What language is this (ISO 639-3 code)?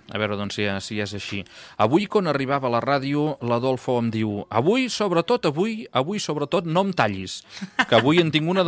cat